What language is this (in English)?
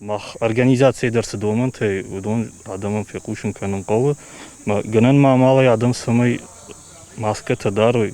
Ossetic